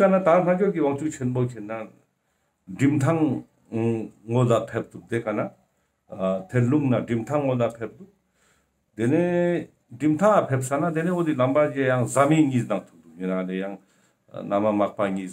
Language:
Ladakhi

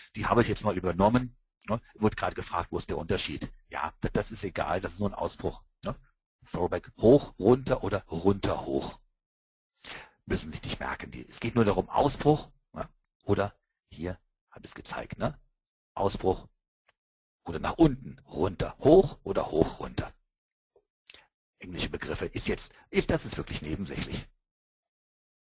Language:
German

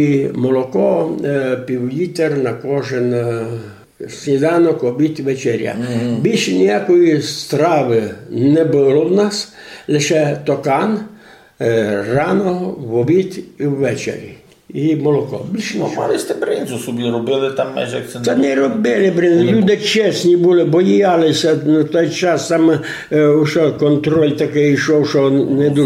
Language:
Rusyn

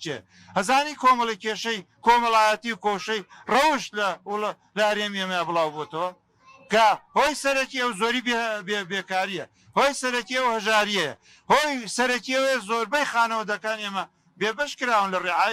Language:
Central Kurdish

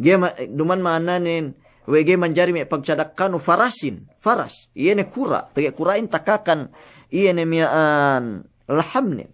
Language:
Yakan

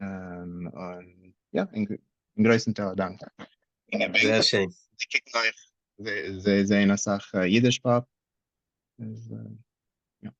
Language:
Yiddish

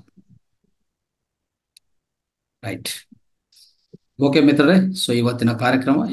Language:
Kannada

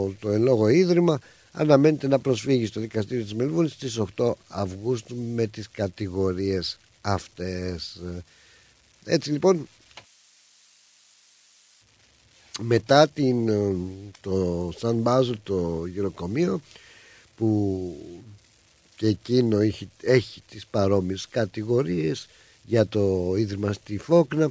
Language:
Greek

